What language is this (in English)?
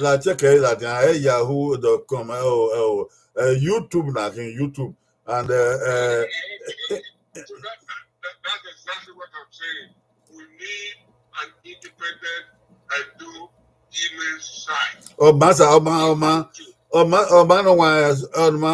Bini